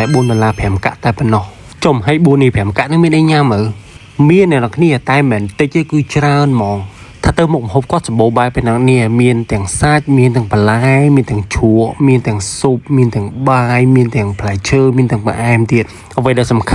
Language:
Khmer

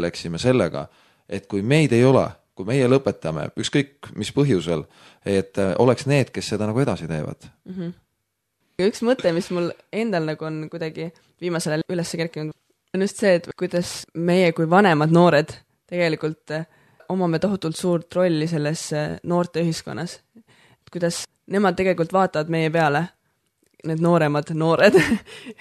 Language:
Estonian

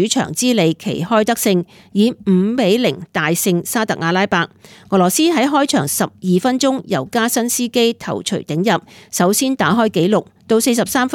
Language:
Cantonese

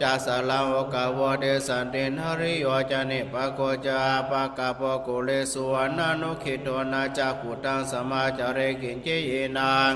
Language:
Pali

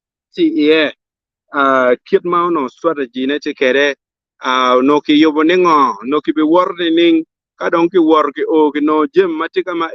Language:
Acoli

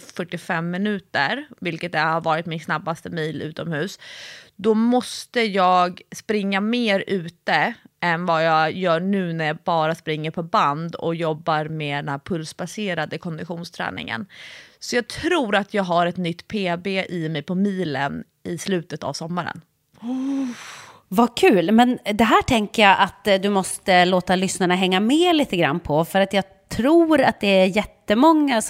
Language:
Swedish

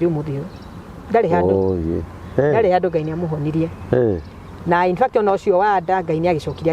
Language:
Kikuyu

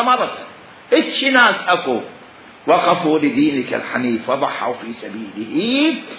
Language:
Mesopotamian Arabic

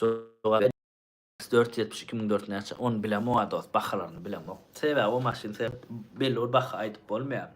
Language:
Turkmen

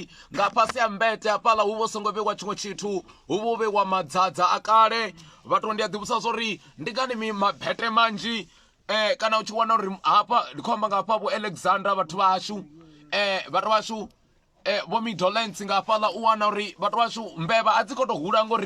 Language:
Venda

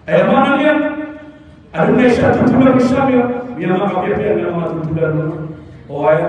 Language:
Maranao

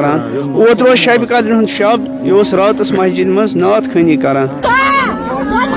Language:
Kashmiri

